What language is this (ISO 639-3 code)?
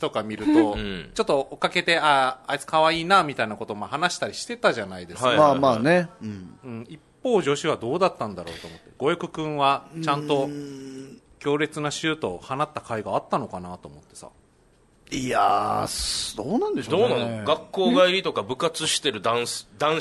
jpn